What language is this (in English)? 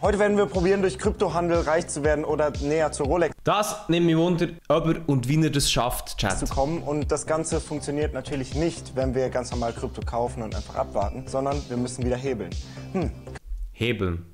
Swiss German